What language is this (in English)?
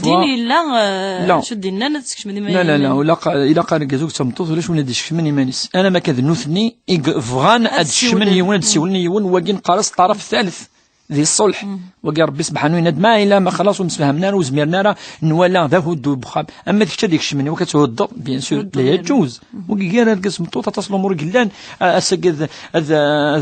Kabyle